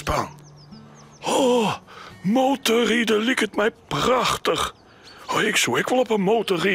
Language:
Western Frisian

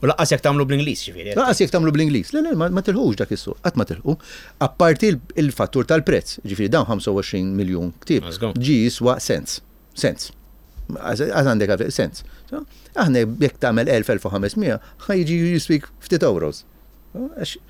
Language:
Maltese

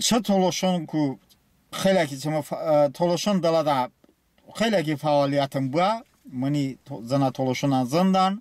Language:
Talysh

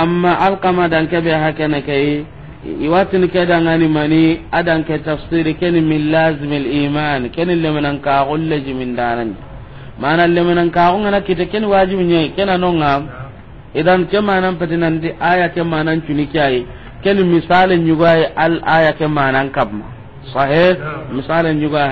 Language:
Soninke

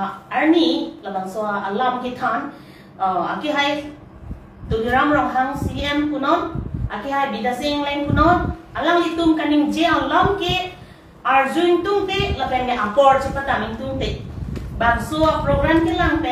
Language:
Karbi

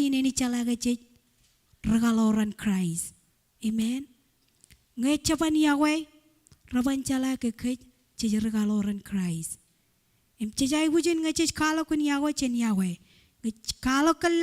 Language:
Marshallese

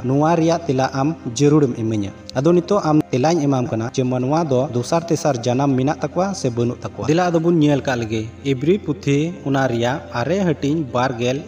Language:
Santali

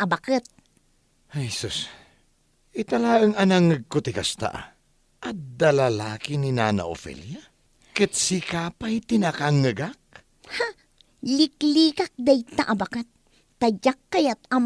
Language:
Iloko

